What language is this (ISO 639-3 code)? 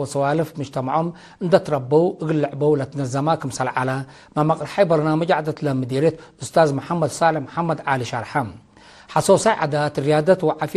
tig